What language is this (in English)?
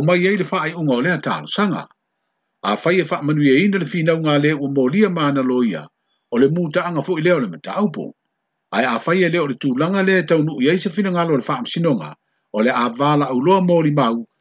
Samoan